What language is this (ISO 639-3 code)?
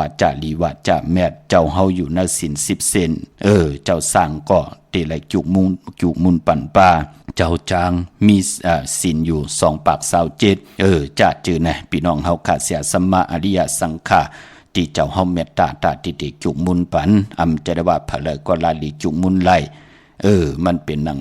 shn